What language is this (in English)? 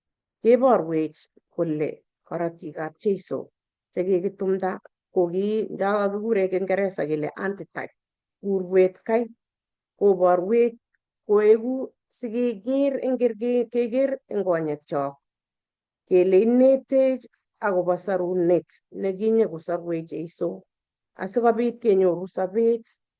Kalenjin